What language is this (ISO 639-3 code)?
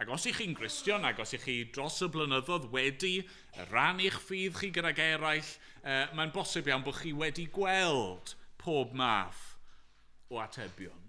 cym